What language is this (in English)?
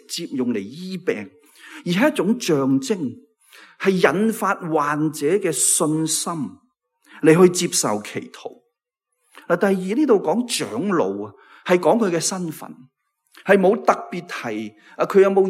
Cantonese